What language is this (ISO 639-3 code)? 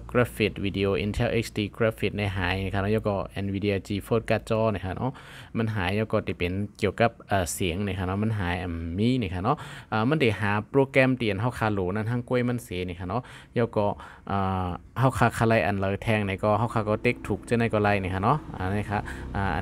shn